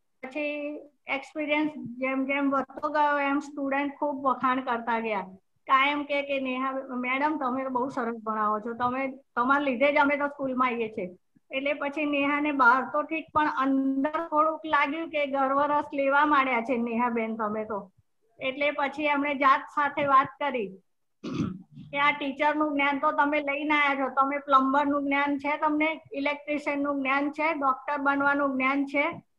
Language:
Gujarati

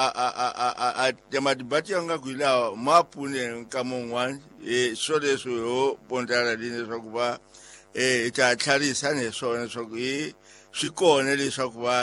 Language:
Tsonga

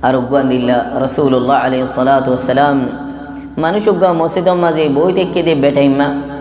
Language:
Rohingya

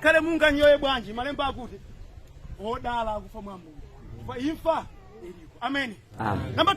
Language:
Nyanja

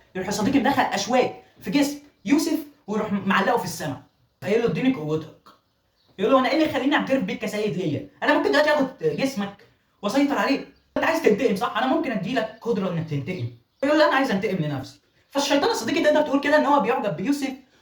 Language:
Egyptian Arabic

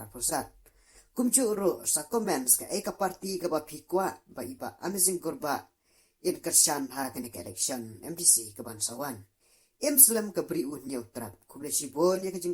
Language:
Khasi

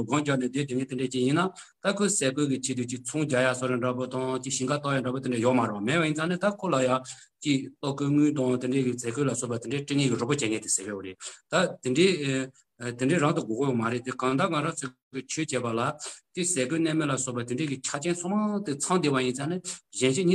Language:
Tibetan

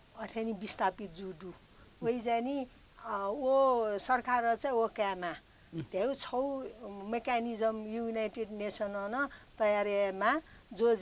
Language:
Newari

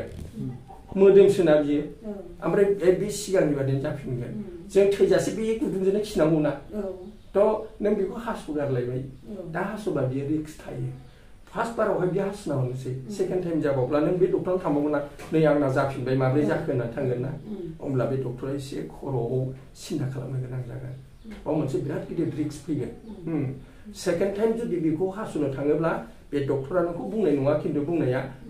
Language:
Bodo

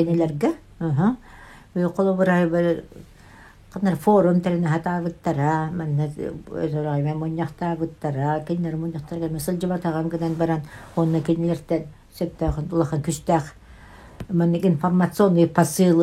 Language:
Yakut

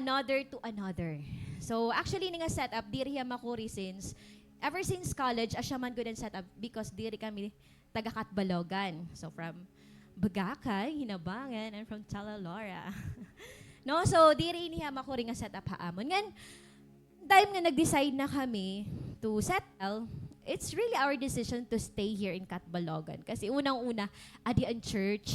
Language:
Waray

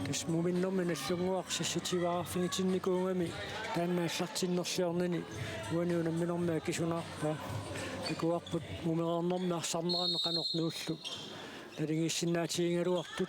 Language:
Kalaallisut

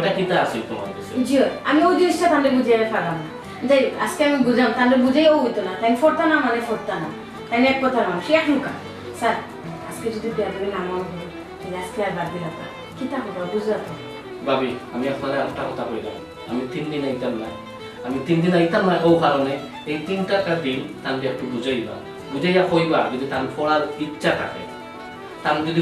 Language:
Sylheti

